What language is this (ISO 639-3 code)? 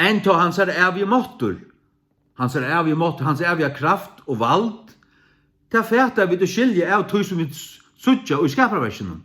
fao